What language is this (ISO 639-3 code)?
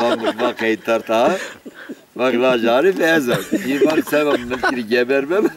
zza